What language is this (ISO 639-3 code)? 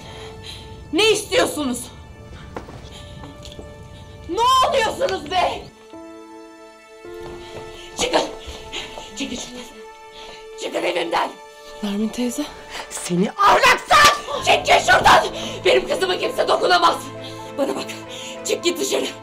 tur